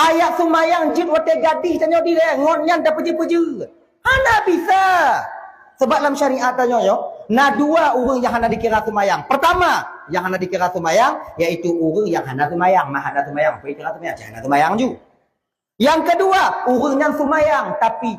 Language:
Achinese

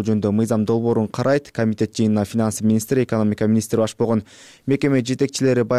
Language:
Kyrgyz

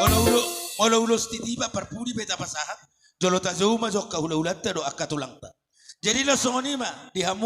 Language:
Batak Toba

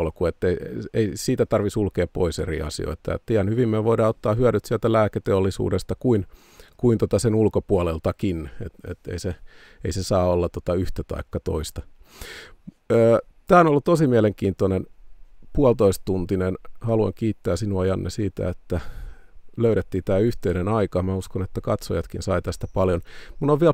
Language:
Finnish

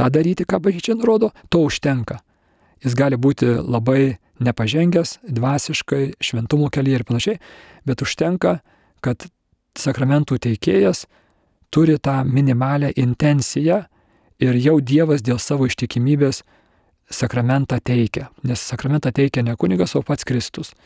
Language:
Lithuanian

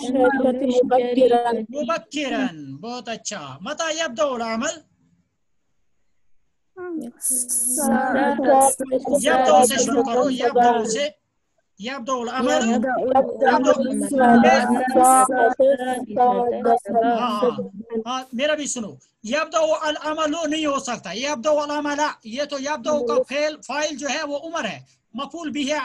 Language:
Urdu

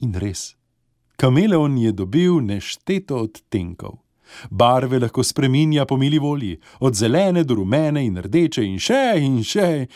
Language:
Slovenian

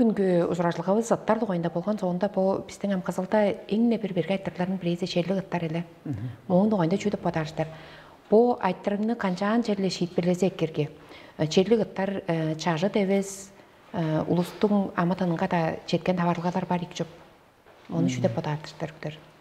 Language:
Tuvinian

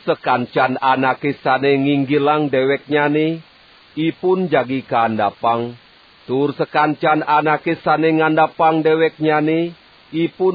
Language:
Balinese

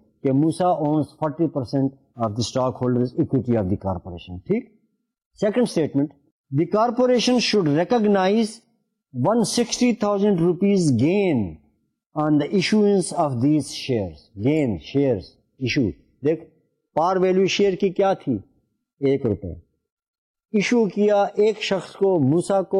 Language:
Urdu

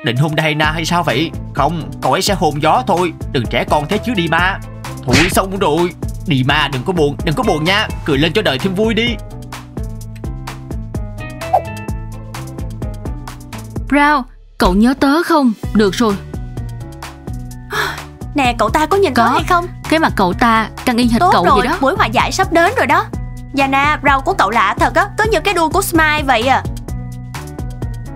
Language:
Vietnamese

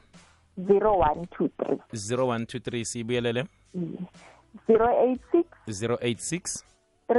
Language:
South Ndebele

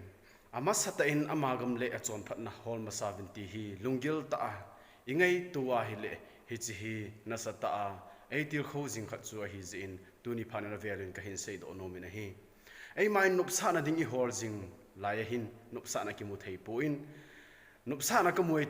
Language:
Thado Chin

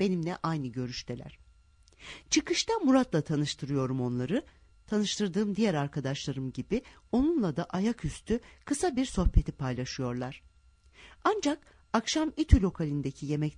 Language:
Turkish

